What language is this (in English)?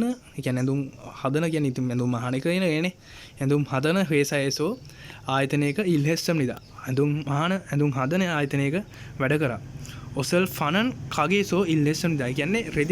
Sinhala